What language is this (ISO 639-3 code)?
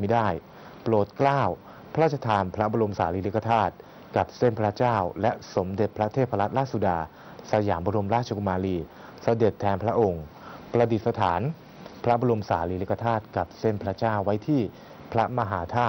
tha